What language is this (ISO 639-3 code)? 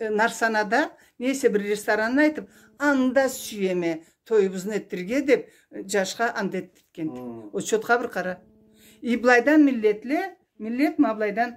krc